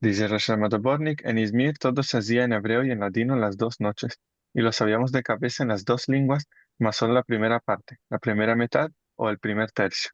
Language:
Ladino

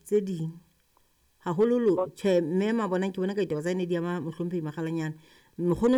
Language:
Southern Sotho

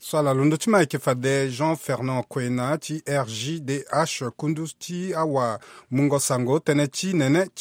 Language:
Sango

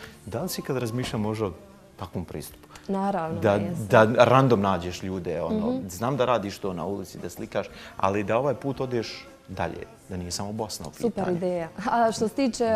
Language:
Bosnian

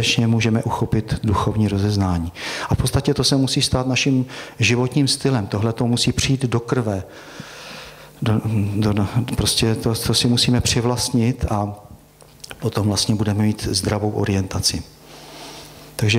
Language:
Czech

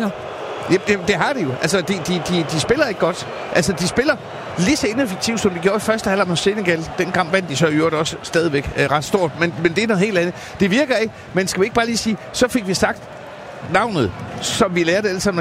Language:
Danish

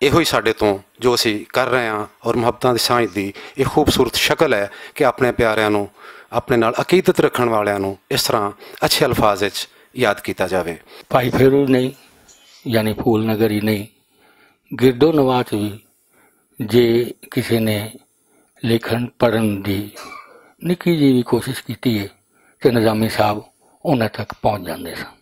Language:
Western Panjabi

